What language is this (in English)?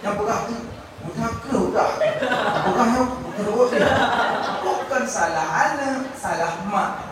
Achinese